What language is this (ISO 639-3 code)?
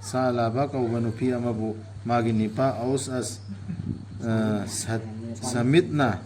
mni